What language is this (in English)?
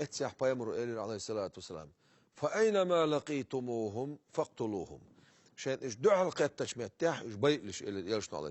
Chechen